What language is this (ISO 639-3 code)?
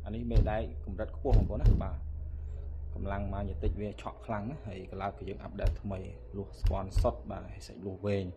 khm